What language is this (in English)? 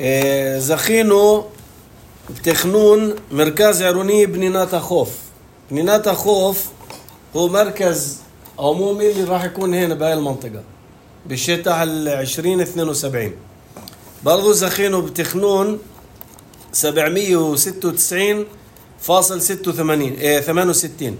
North Levantine Arabic